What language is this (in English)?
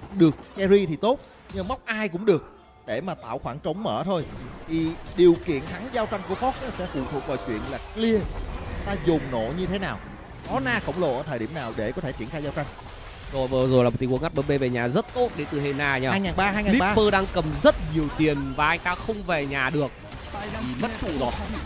Vietnamese